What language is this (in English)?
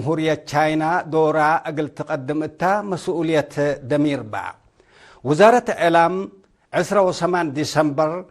Tigre